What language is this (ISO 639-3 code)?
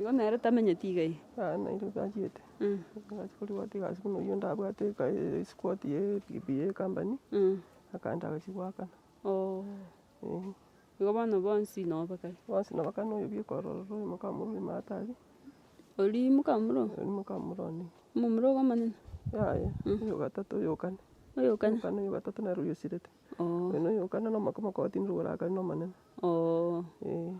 guz